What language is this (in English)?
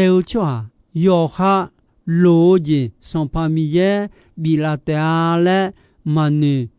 Akha